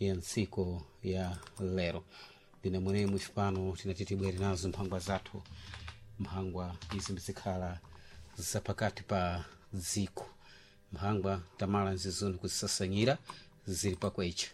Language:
Sena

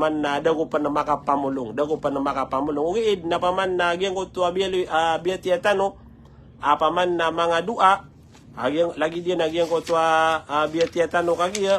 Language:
Maranao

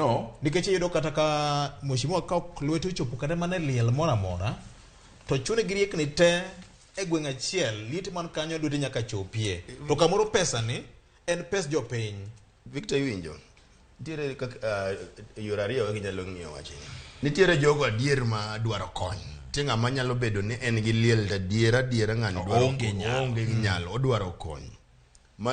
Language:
Luo (Kenya and Tanzania)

